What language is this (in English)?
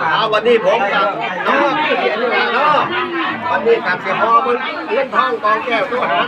Northeastern Thai